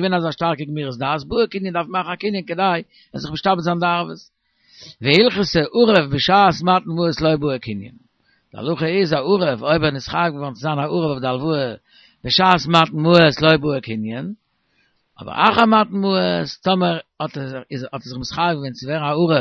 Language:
Yiddish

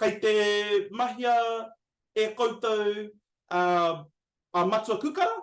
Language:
Māori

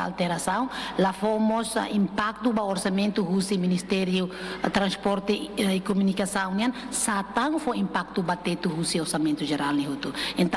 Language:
Tetum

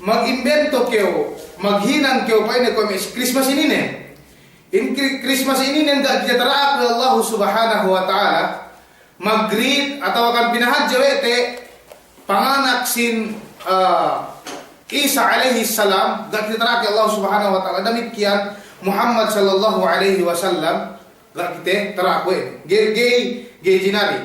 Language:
Yakan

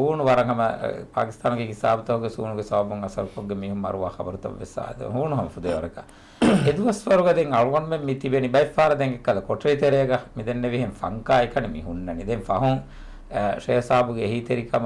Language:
Divehi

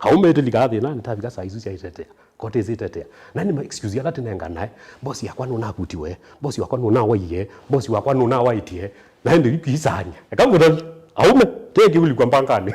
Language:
Kamba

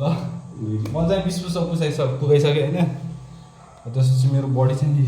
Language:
Nepali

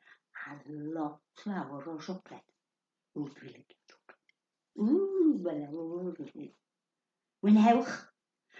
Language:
Welsh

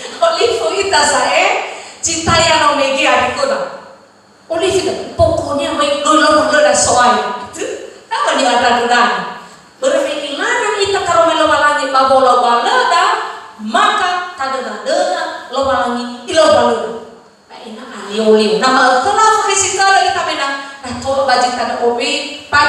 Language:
Nias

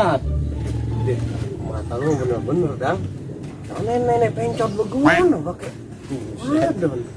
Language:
Betawi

